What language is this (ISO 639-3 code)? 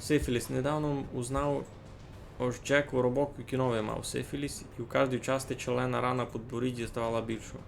rue